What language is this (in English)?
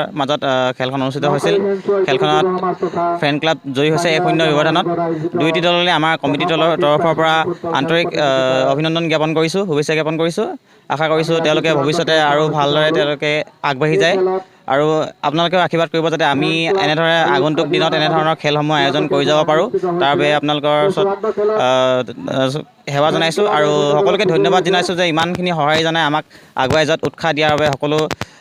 Assamese